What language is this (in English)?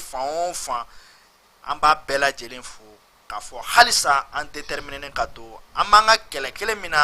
Bambara